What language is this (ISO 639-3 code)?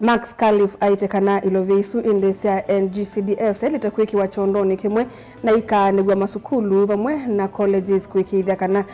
kam